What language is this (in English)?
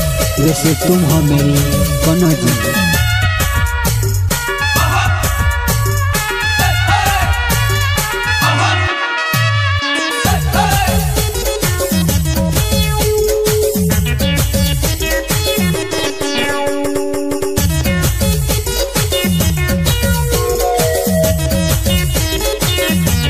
Bhojpuri